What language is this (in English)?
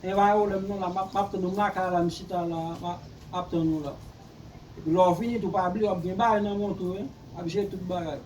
Haitian Creole